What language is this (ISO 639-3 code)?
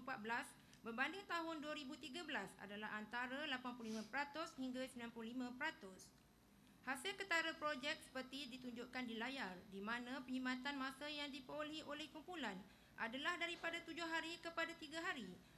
msa